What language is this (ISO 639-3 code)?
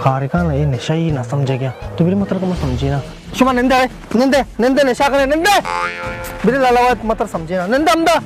bal